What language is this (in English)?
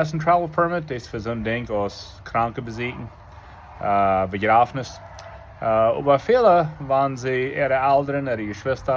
Plautdietsch